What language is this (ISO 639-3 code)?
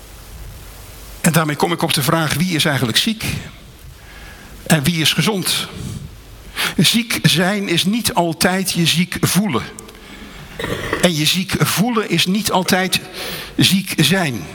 nld